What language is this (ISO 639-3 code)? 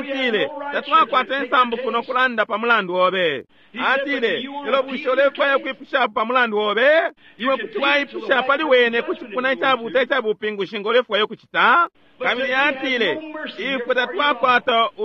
bem